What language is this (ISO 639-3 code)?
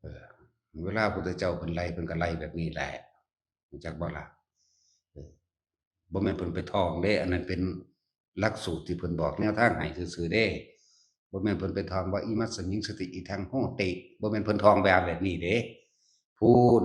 tts